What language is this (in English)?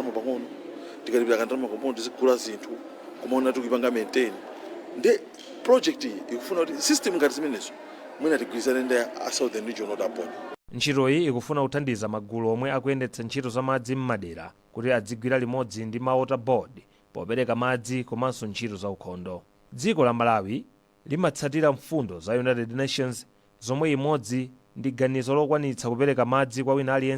Nyanja